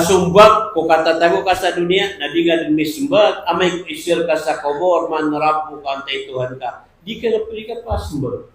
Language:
Maranao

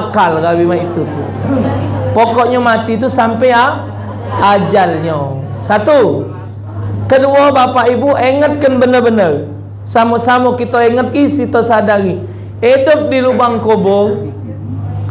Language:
Musi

